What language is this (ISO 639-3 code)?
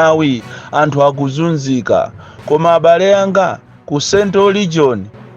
nya